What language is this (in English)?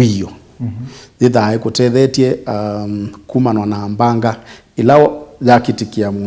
Kamba